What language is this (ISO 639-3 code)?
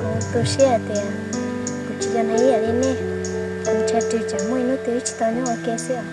hmn